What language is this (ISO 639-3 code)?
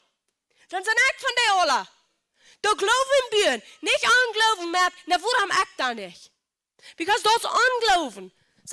pdt